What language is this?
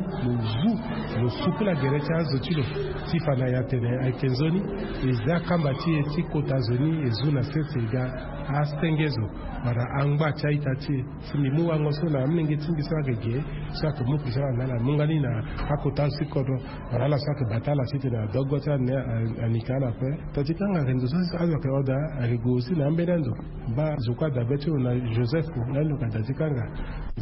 Sango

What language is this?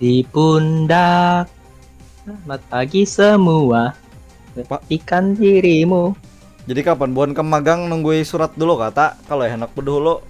Banjar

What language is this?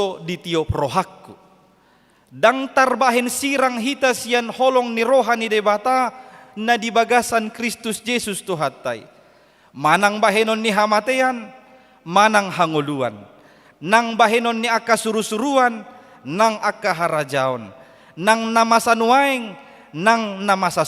Batak Toba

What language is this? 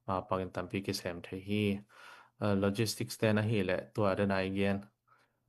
Tedim Chin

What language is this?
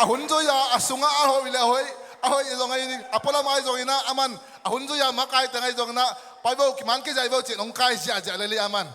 Tedim Chin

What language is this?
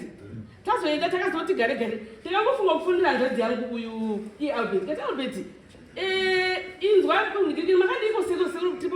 Shona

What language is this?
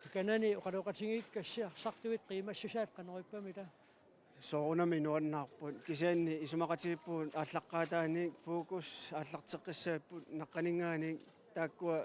Kalaallisut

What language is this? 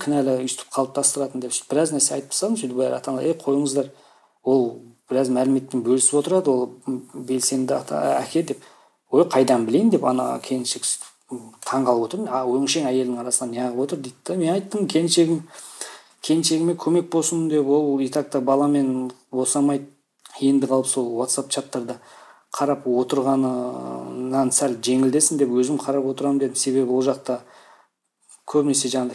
Kazakh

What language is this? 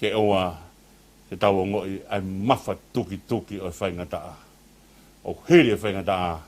Tongan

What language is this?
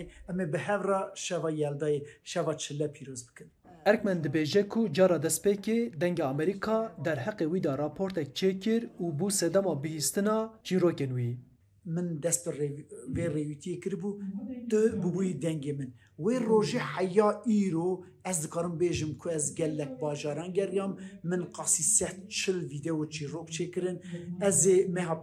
Kurdish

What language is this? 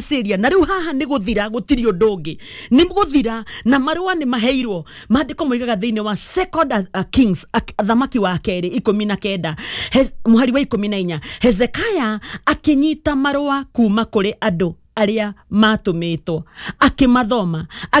Kikuyu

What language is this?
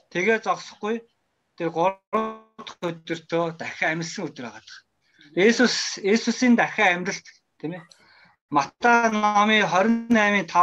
Mongolian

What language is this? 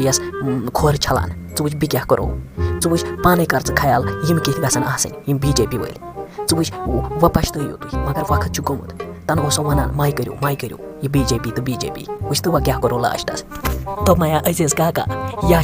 Kashmiri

